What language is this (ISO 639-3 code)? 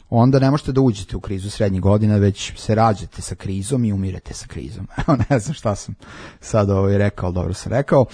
srp